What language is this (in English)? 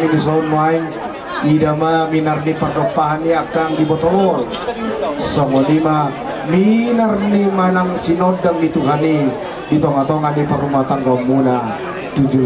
Batak Toba